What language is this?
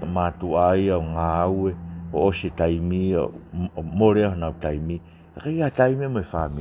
Tongan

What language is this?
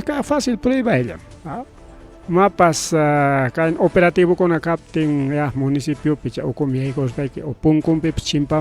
Ayacucho Quechua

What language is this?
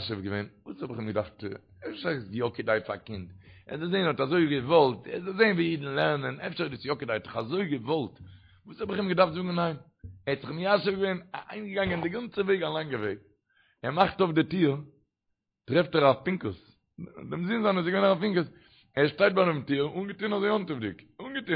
Yiddish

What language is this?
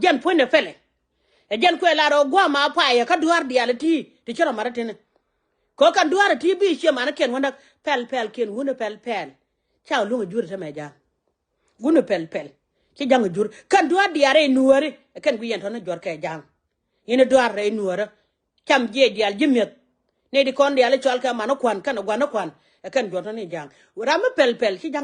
Nuer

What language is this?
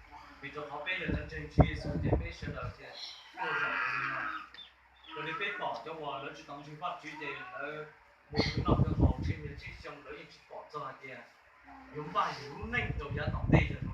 Hmong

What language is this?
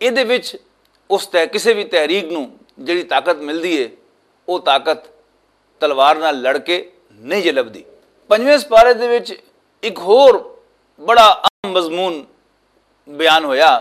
Western Panjabi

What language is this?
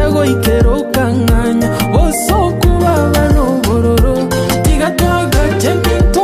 Gusii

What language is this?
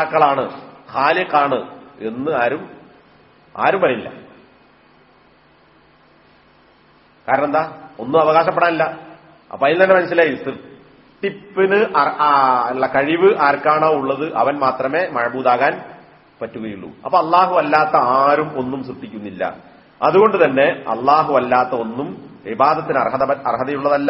Malayalam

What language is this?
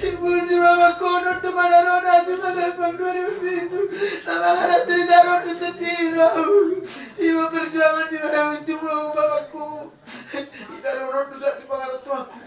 Batak Toba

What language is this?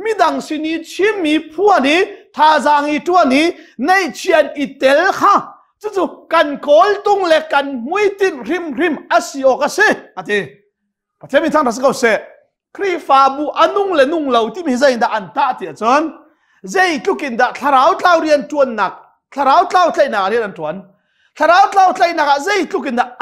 Hakha Chin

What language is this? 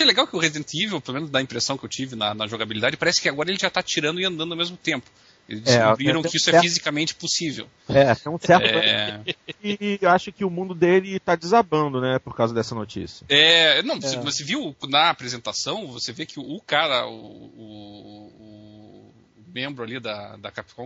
Portuguese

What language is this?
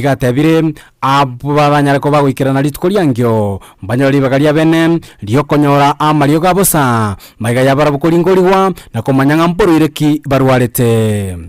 Gusii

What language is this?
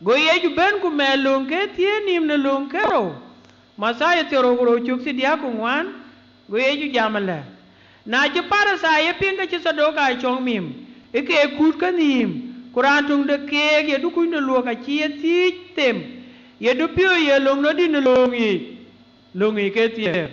Dinka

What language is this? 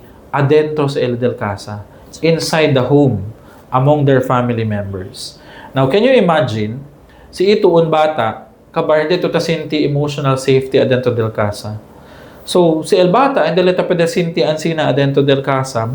Chavacano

